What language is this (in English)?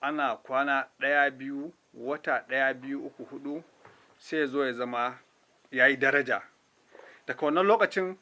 Hausa